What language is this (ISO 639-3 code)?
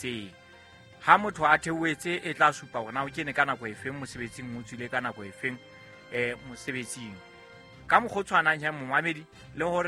sot